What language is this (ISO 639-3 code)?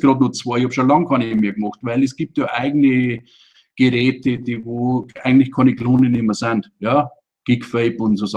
bar